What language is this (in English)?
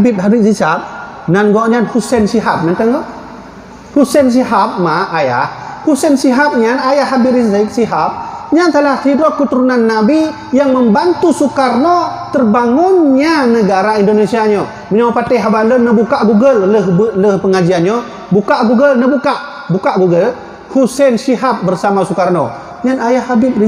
Achinese